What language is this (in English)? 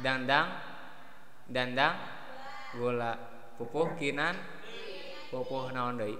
Sundanese